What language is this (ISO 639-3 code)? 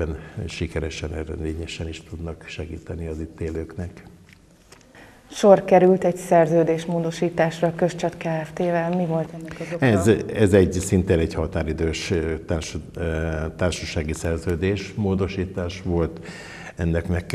hun